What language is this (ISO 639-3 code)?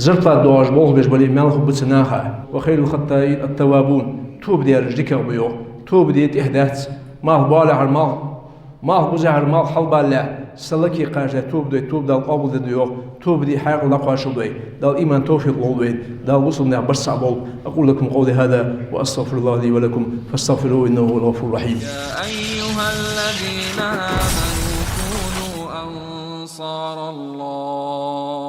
inh